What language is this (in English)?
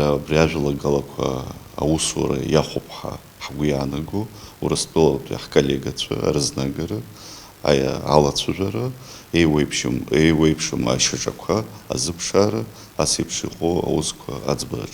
Abkhazian